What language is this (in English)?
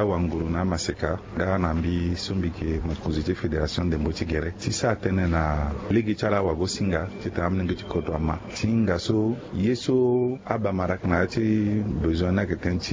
Sango